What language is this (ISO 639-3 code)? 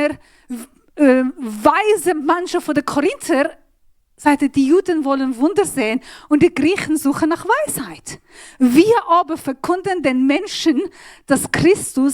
gsw